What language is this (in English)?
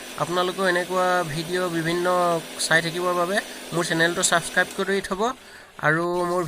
Assamese